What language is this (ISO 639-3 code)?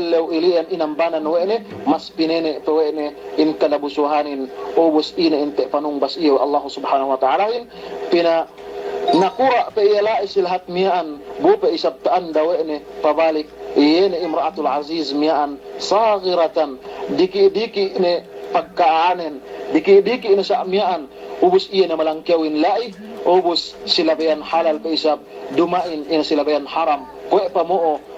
yka